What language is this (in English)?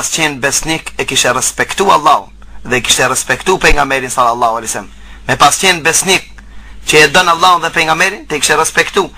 Albanian